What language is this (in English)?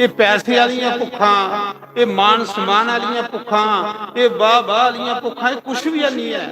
Dogri